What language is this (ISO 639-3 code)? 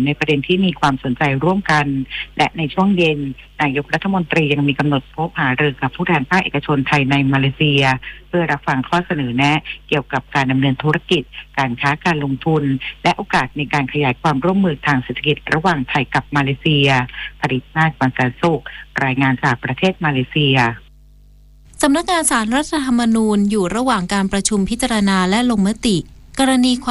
tha